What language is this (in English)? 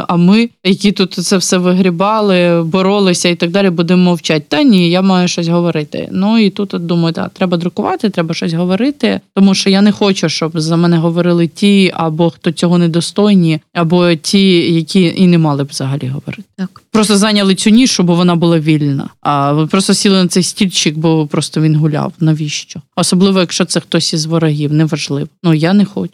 Ukrainian